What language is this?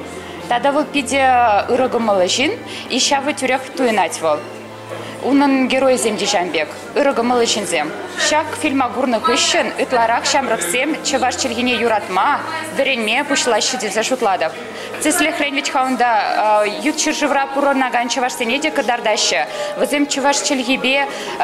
Chuvash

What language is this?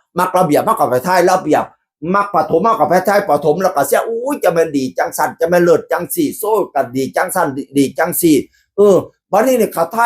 Northeastern Thai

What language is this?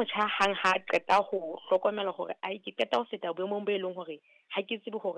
Southern Sotho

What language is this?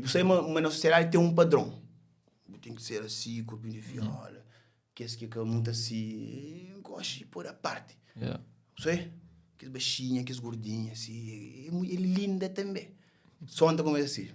Kabuverdianu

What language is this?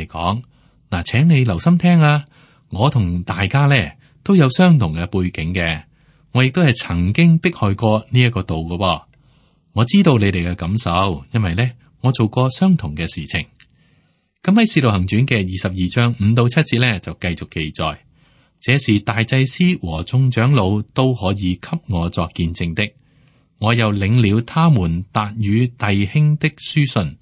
Cantonese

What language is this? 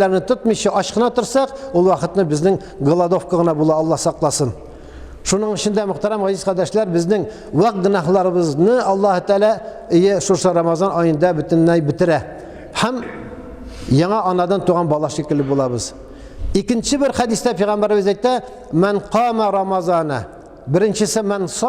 Tatar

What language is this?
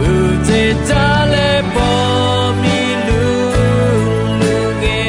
Akha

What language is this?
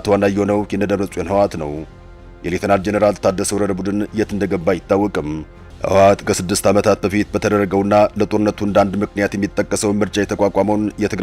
Amharic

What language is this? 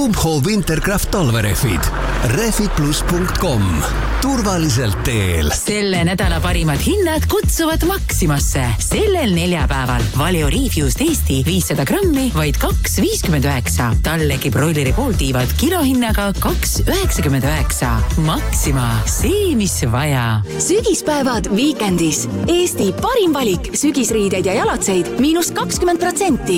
Estonian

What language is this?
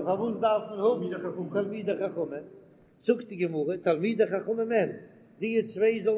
Yiddish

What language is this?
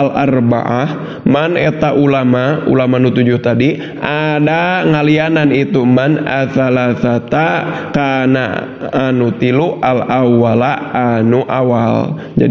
Sundanese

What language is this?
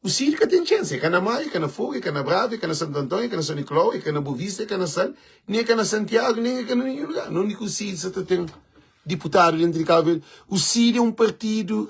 Kabuverdianu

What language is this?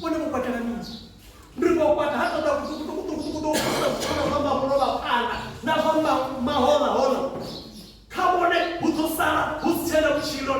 Venda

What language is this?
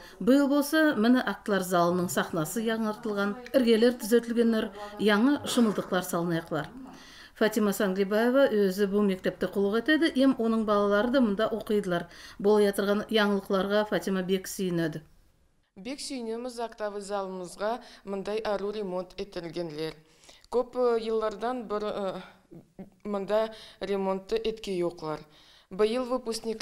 Nogai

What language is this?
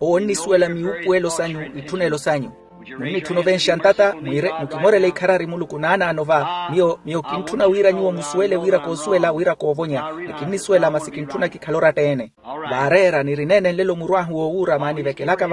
Makhuwa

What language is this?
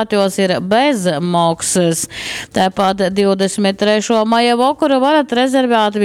Latgalian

